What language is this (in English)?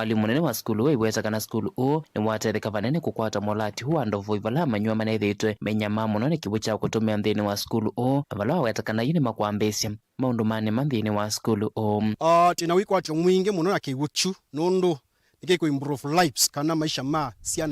Kamba